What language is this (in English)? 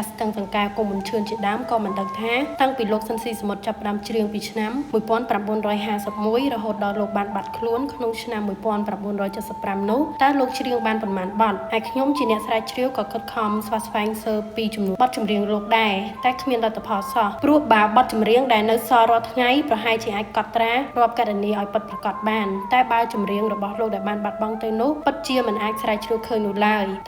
Khmer